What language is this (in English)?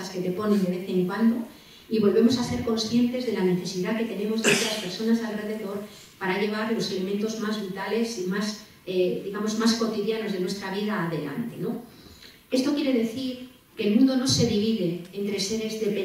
Spanish